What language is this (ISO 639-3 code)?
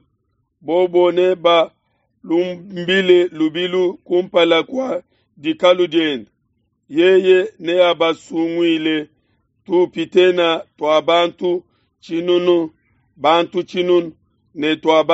lua